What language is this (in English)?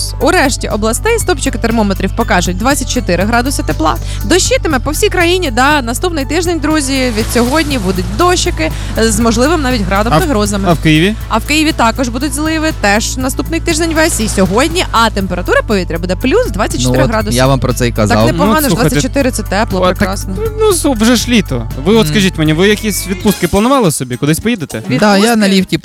Ukrainian